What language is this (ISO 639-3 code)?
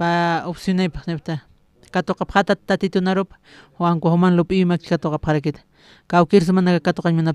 aym